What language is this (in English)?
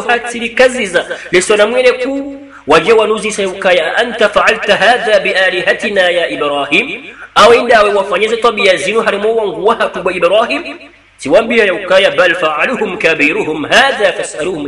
Swahili